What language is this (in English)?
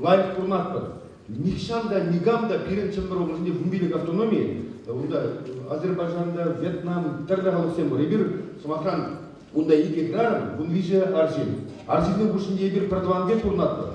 Chuvash